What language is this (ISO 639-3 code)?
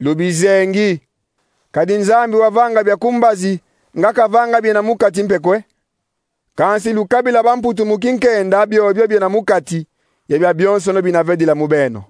kon